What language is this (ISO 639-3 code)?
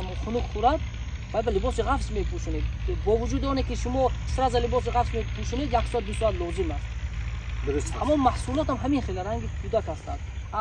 tgk